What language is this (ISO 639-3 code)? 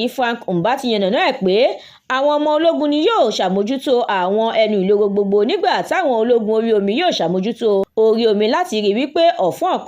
yor